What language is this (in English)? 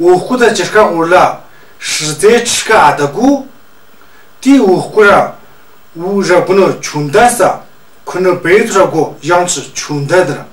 Tu